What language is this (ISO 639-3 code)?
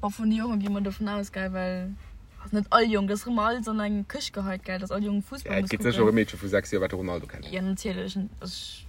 ltz